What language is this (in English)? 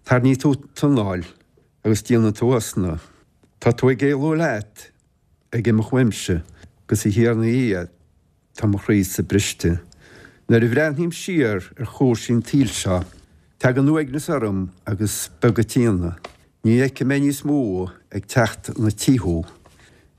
Irish